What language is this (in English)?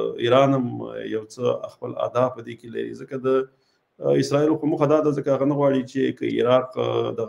Pashto